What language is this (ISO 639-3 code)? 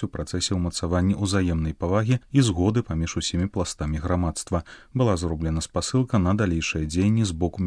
bel